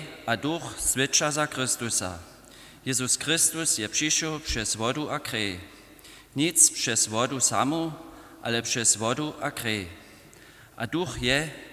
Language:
Upper Sorbian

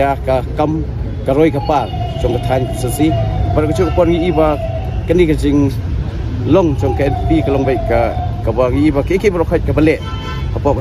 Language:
Khasi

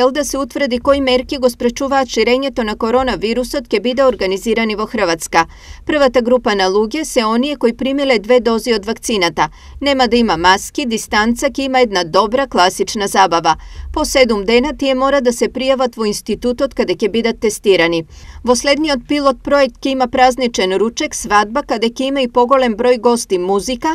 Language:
Macedonian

